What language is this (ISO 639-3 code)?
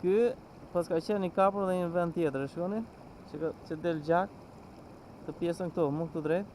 sqi